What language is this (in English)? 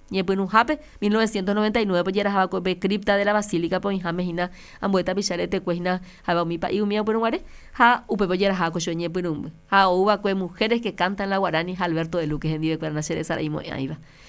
Guarani